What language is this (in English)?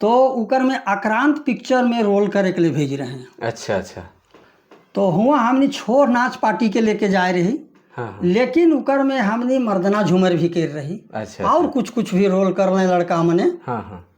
Sadri